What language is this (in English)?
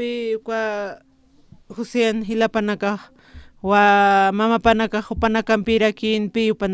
Aymara